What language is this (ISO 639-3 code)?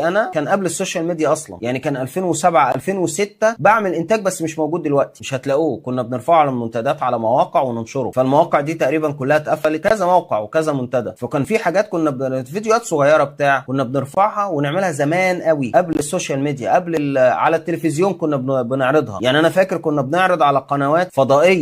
arz